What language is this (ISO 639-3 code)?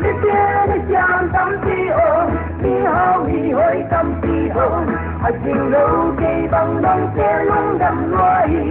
pck